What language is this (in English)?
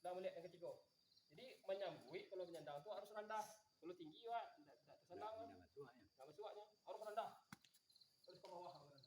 Minangkabau